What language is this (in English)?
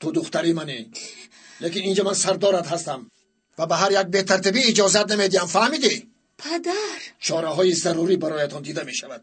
Tajik